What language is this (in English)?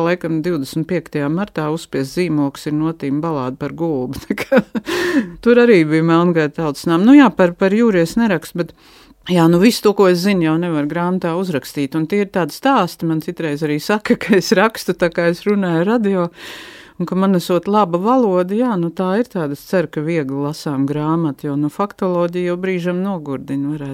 Latvian